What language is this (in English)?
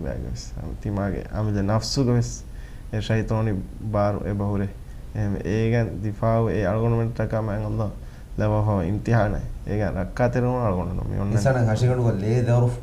Divehi